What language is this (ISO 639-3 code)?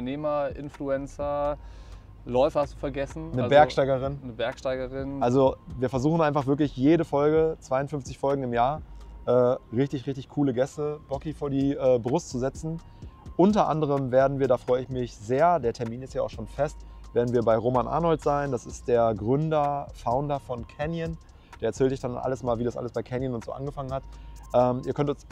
deu